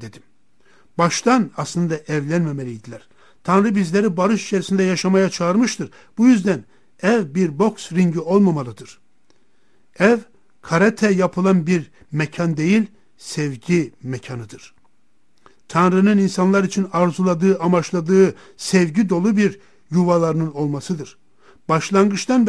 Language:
Turkish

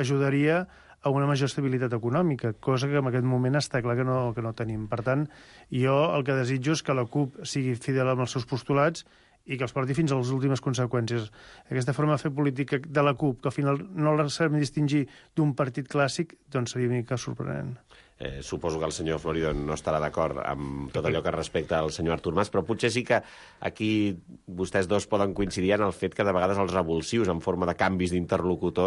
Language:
Catalan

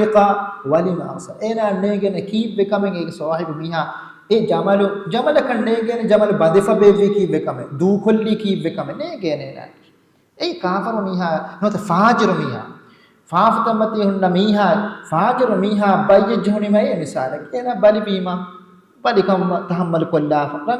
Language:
Divehi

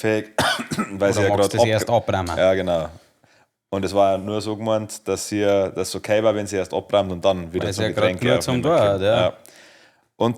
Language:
Bavarian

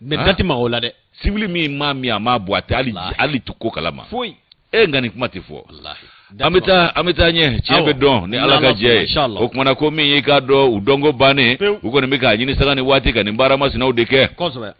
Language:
Bambara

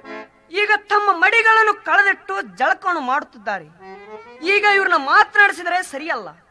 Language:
Kannada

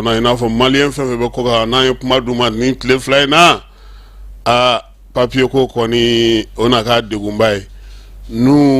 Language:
Bambara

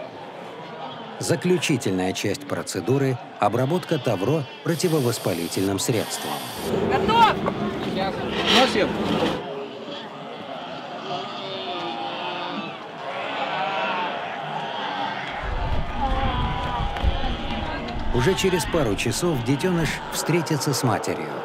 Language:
Russian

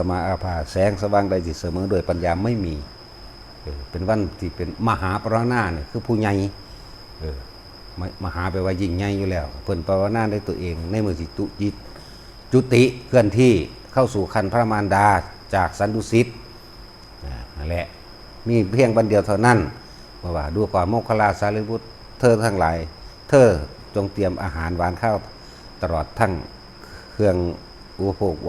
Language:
Northeastern Thai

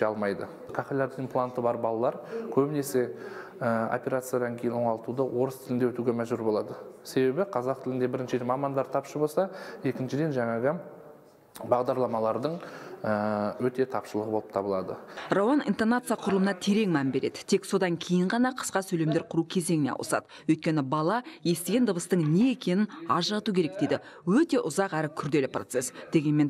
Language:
Kazakh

